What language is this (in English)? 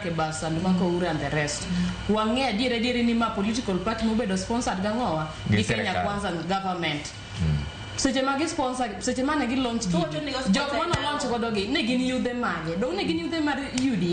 Luo (Kenya and Tanzania)